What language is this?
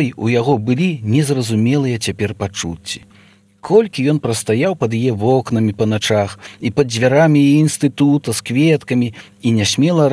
Belarusian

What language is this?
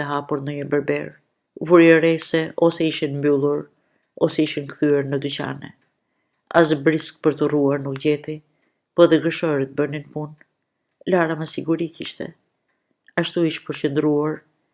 Albanian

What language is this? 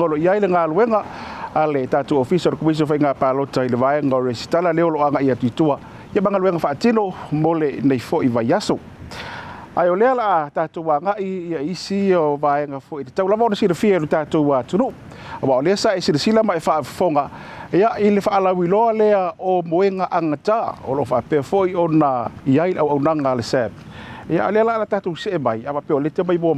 Samoan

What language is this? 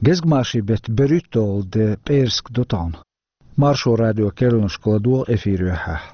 Chechen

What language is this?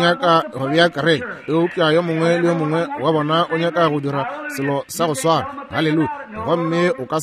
Northern Sotho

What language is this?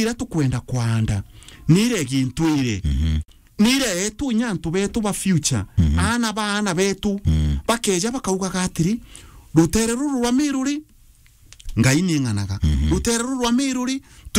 Meru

